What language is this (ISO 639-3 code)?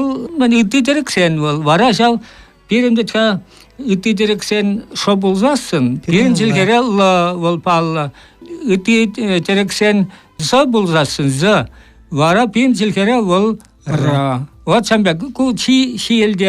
chv